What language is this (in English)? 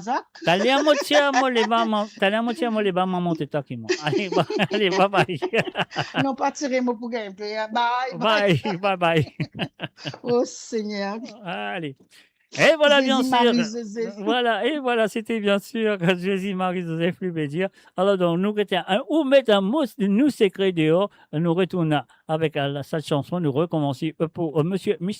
Morisyen